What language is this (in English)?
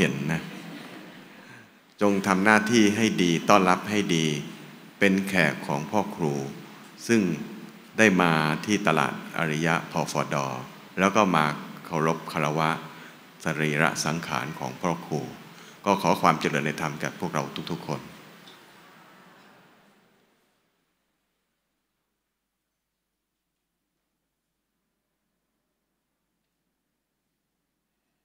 Thai